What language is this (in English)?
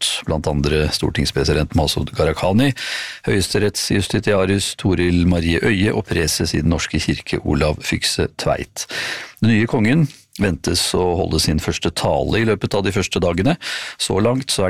Norwegian